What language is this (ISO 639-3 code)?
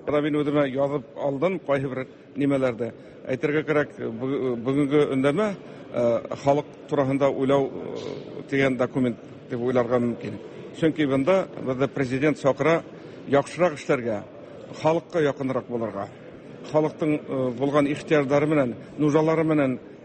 tat